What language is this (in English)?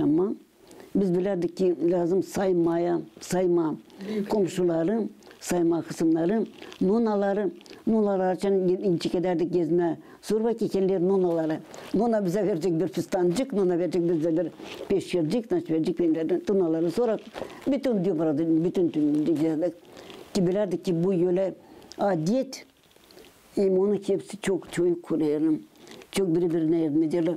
Gagauz